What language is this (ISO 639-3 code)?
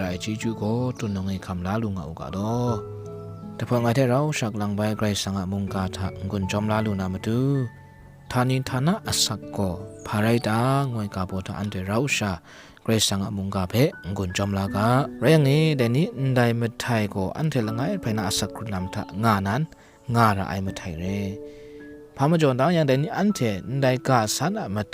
kac